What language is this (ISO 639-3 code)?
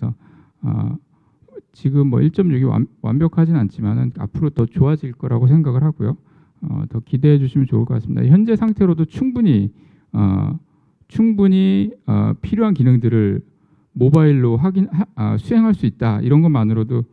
kor